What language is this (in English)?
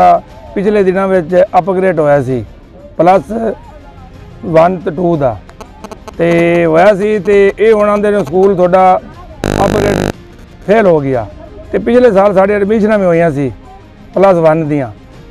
Punjabi